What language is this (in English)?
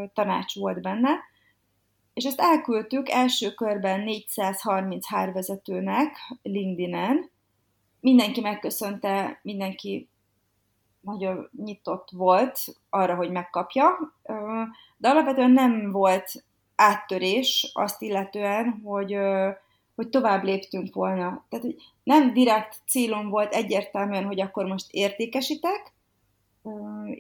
Hungarian